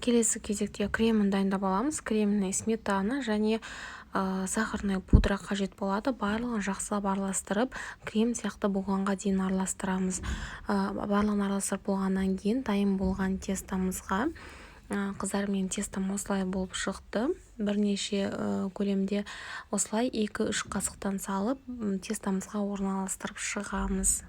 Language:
Kazakh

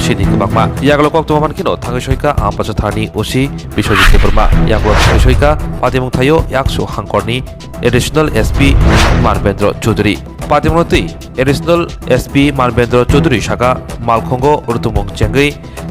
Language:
Kok Borok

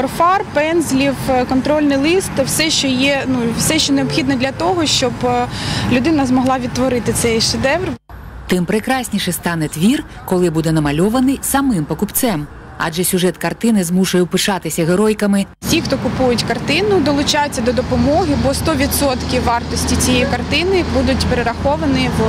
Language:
Ukrainian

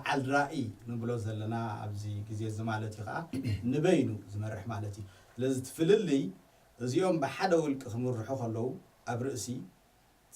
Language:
Tigrinya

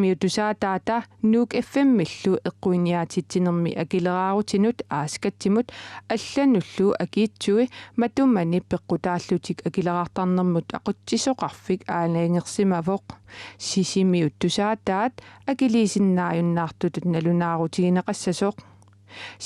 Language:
Kalaallisut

